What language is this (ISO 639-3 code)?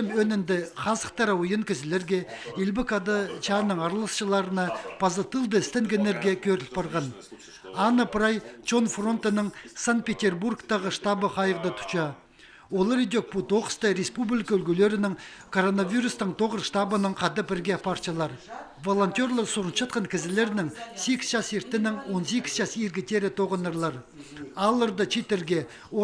kjh